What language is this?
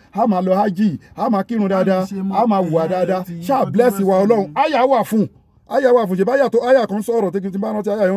Yoruba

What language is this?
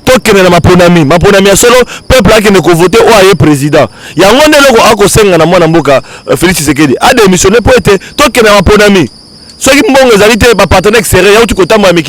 Lingala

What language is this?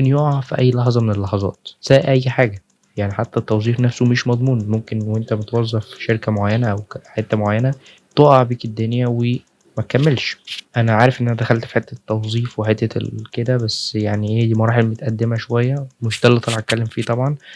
Egyptian Arabic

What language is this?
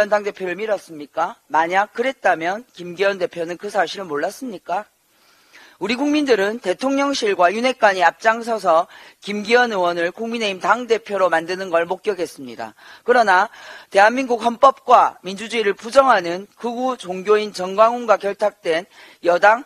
Korean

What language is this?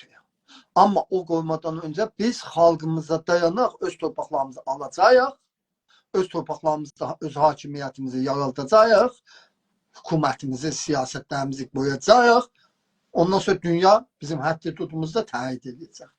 South Azerbaijani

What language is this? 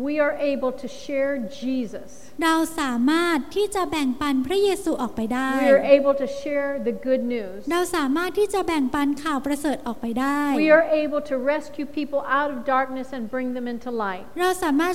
Thai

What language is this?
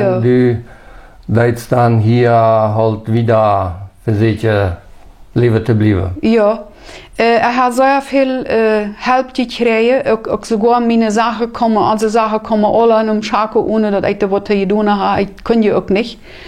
Plautdietsch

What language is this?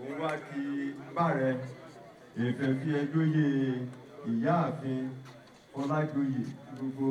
Yoruba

